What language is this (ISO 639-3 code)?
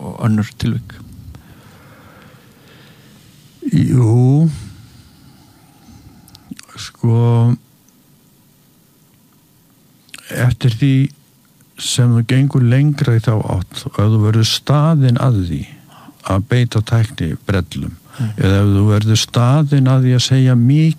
isl